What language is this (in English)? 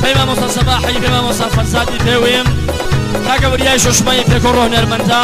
Gurani